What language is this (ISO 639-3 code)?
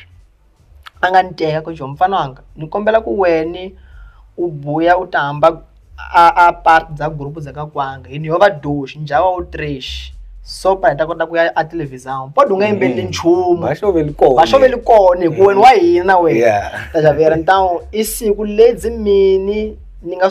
tso